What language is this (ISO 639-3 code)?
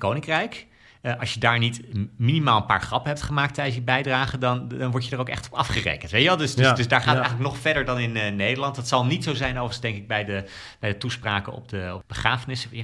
nld